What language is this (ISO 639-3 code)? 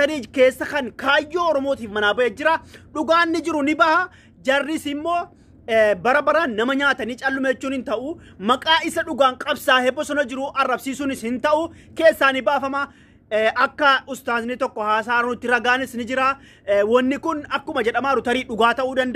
orm